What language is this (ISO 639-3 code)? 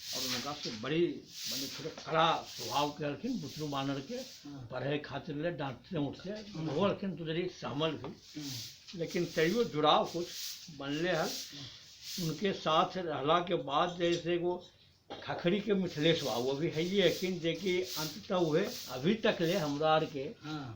mag